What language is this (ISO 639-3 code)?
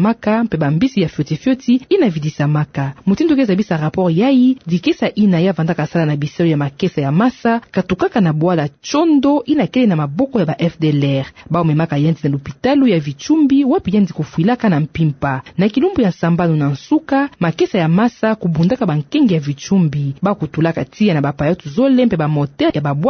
ktu